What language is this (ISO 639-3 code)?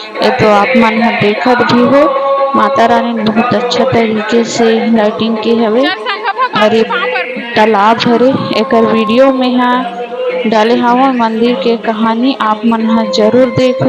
hne